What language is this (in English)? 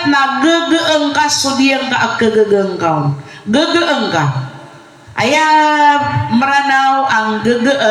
Maranao